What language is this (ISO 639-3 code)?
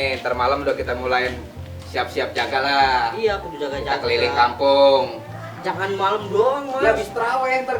bew